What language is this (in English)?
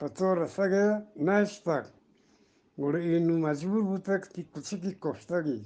Eastern Balochi